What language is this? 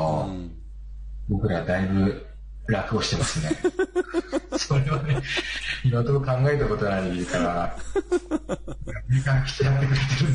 Japanese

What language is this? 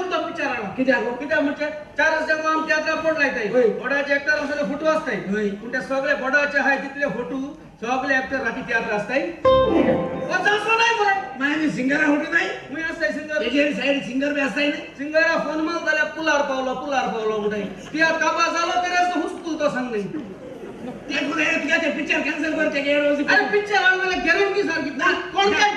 Konkani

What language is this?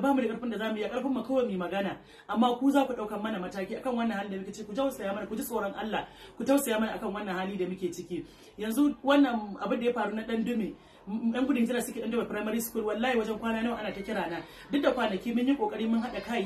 Hausa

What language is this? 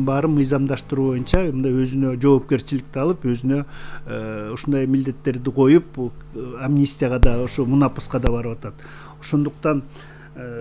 Kyrgyz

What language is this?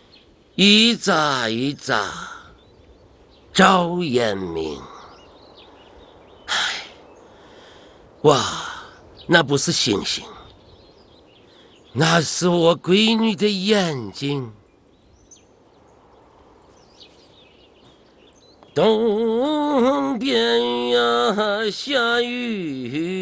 Chinese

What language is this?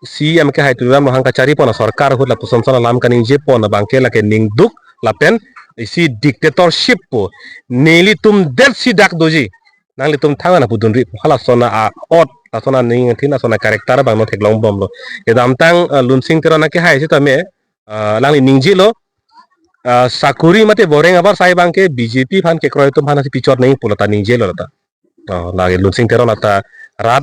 Karbi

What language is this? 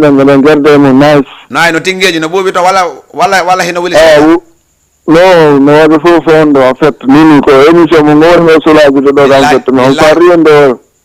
Fula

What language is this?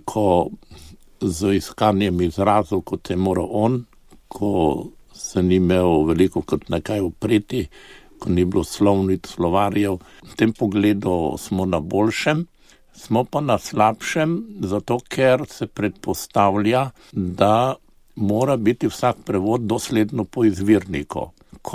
Slovenian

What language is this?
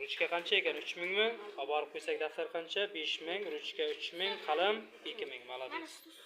Uzbek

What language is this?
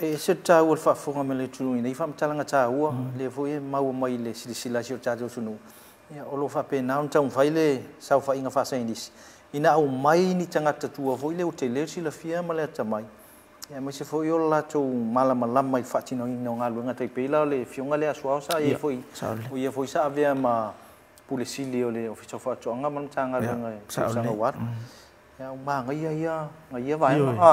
Samoan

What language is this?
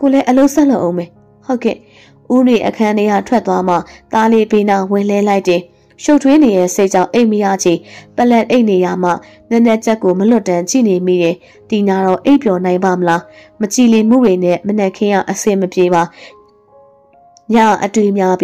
Burmese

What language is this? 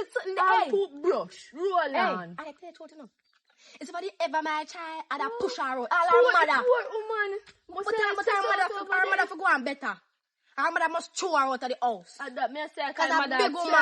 Jamaican Creole English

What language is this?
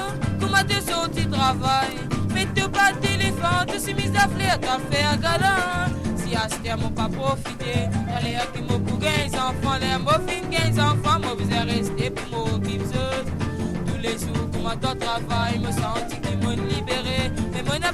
Morisyen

